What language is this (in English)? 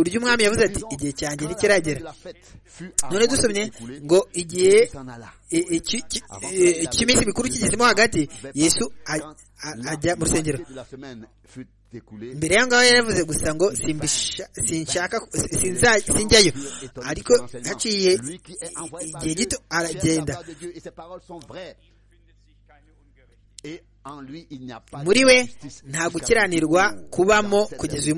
Kinyarwanda